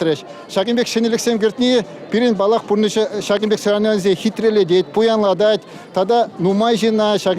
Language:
Chuvash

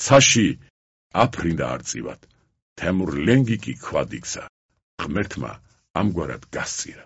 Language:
Georgian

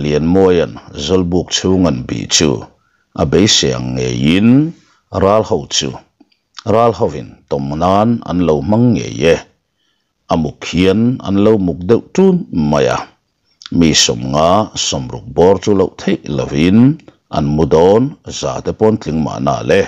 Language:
Mizo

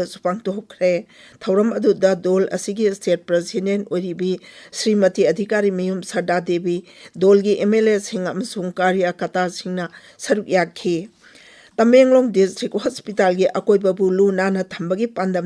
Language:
Manipuri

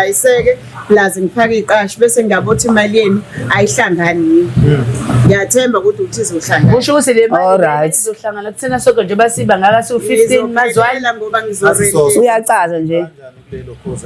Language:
Zulu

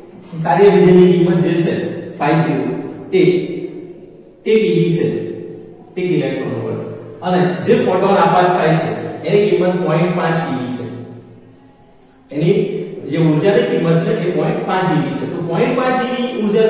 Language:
Gujarati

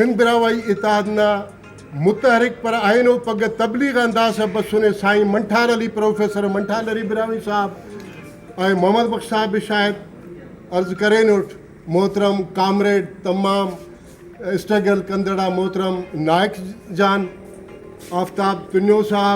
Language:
Brahui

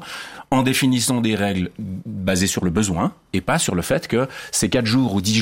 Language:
French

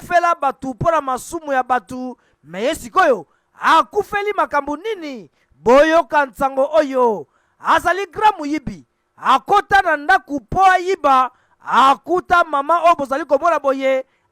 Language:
Lingala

